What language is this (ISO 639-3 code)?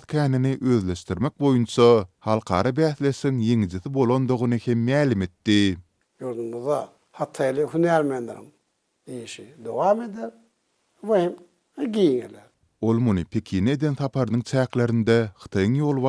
tuk